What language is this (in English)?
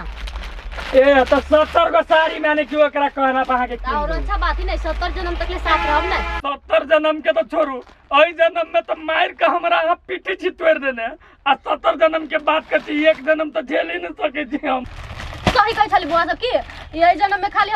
Maithili